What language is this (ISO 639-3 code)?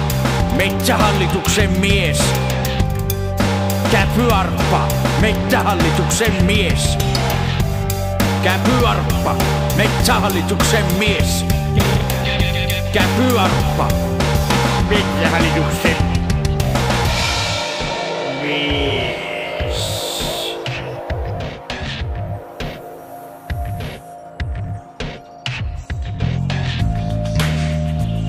fin